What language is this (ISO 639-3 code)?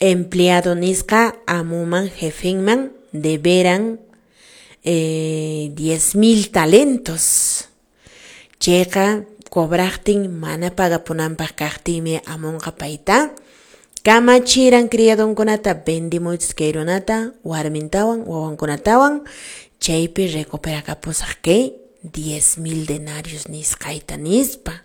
que